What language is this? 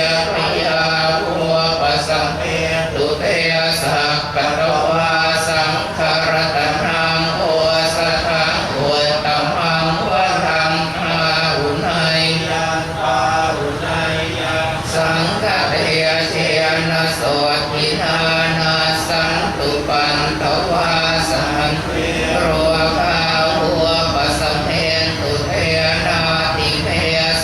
Pali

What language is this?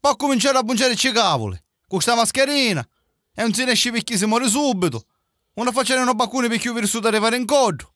Sicilian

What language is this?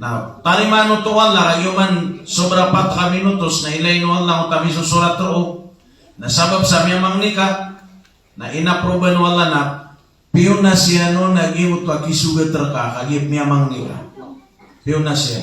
Maranao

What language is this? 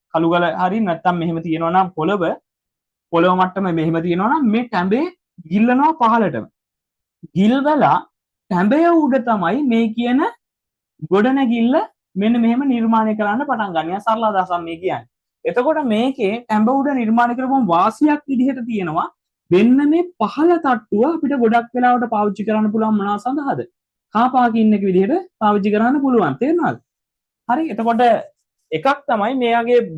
Sinhala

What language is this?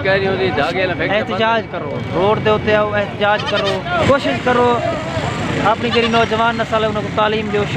Saraiki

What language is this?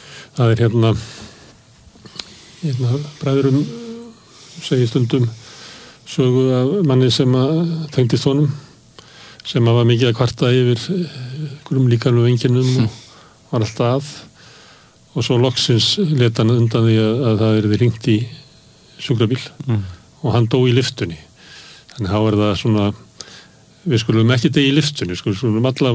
Icelandic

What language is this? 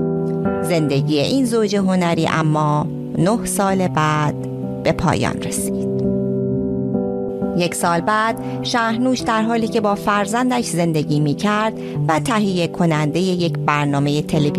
Persian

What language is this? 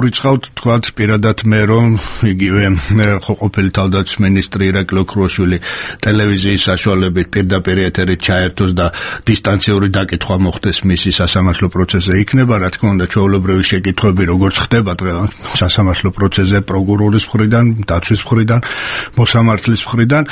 Georgian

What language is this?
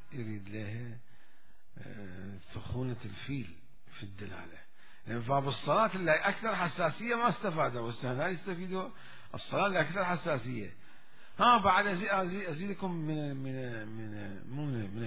Mesopotamian Arabic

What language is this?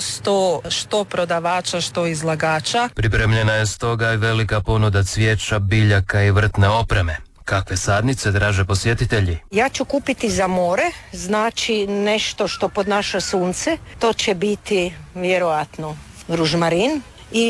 Croatian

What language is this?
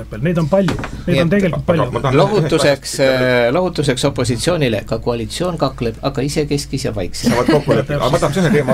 Estonian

